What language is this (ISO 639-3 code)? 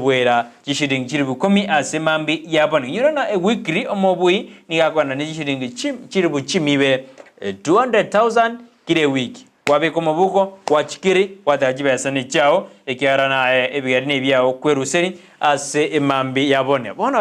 guz